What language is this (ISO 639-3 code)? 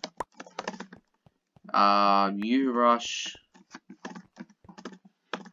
eng